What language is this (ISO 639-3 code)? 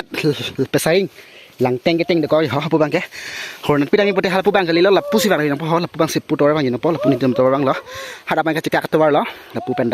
mjw